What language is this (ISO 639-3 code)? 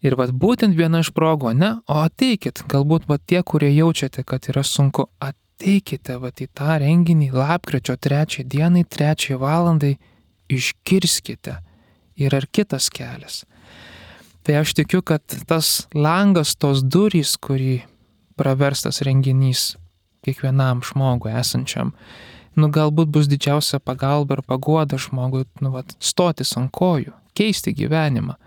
lit